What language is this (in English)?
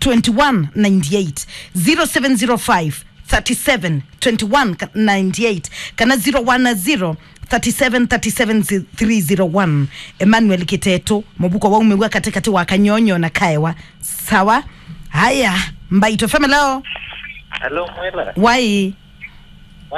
Kamba